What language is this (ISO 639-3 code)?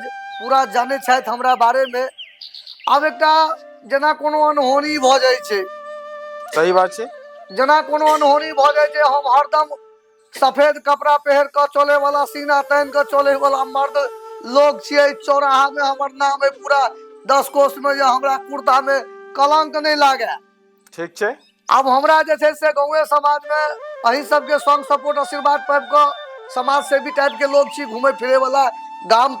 mai